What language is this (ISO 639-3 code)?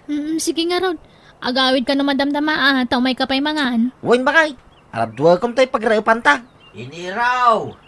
ilo